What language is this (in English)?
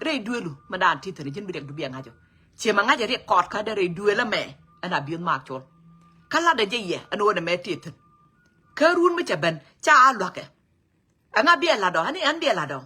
Nuer